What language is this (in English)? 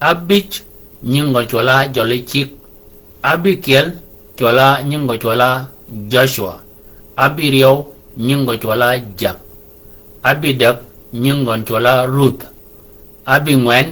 Shilluk